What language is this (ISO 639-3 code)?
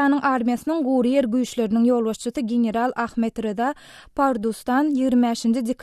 tuk